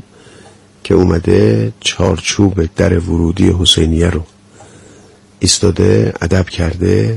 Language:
Persian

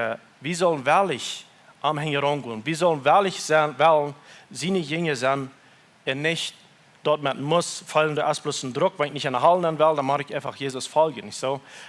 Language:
Plautdietsch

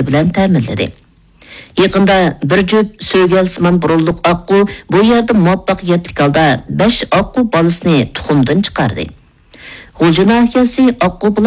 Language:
Uyghur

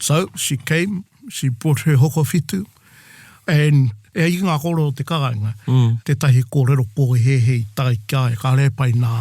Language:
Māori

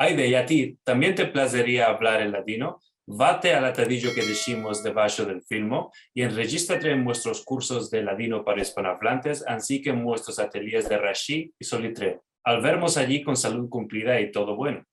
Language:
Ladino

